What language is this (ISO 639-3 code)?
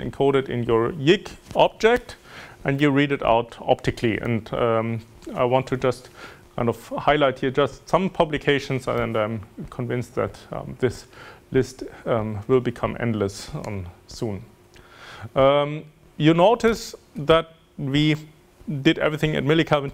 eng